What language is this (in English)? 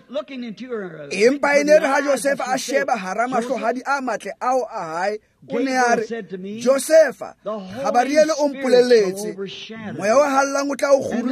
Tswana